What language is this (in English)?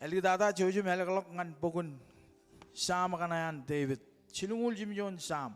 Marshallese